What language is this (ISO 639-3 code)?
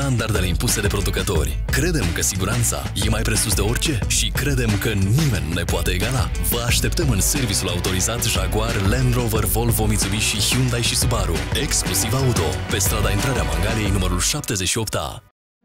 ron